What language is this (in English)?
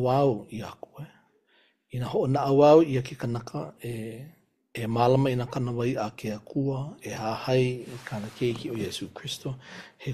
Hawaiian